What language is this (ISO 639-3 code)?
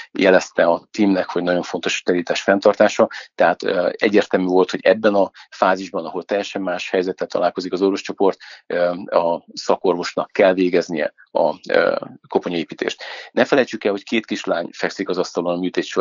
hun